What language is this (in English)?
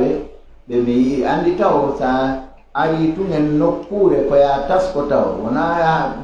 Fula